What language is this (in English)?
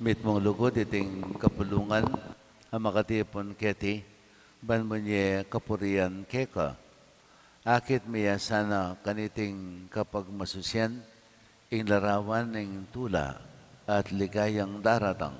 Pampanga